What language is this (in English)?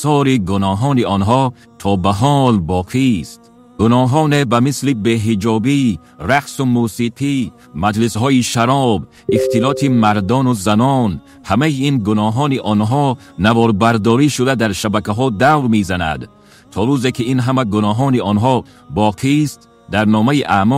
Tajik